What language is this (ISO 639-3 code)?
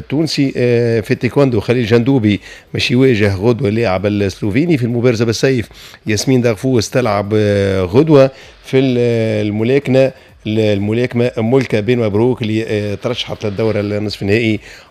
aeb